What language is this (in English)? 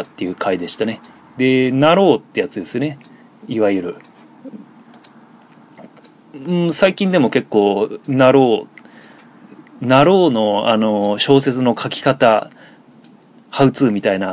Japanese